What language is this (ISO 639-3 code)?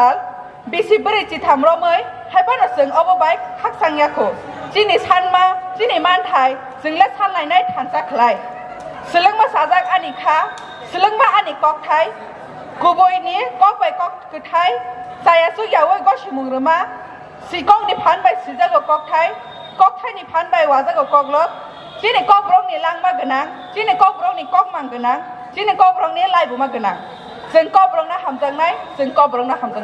trp